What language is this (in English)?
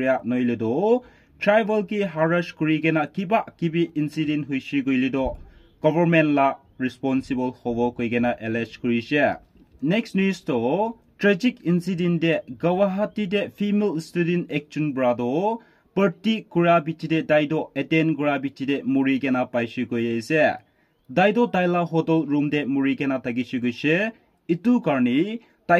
Naga Pidgin